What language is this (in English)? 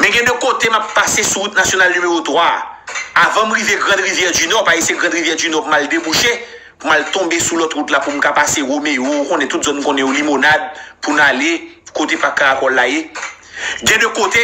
Haitian Creole